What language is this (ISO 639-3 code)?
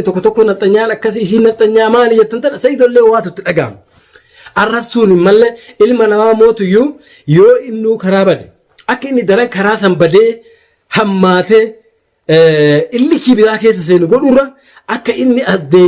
orm